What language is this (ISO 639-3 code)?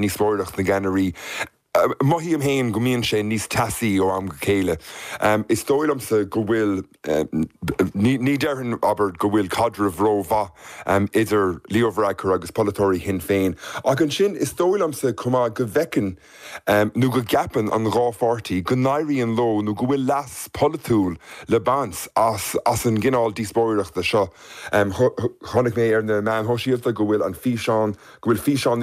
gle